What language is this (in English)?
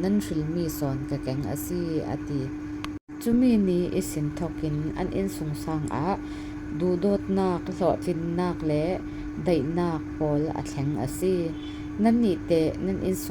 Falam Chin